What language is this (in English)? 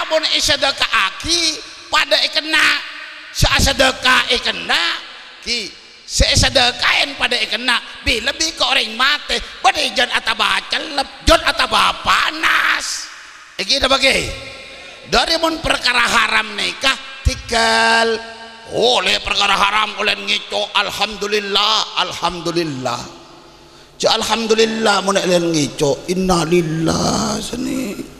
Madurese